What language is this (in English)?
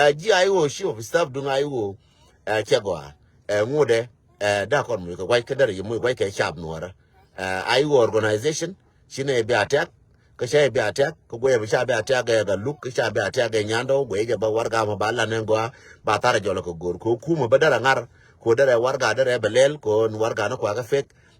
Nuer